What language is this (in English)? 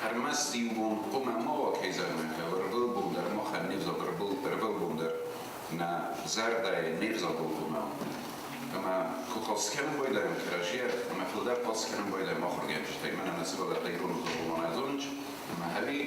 Ossetic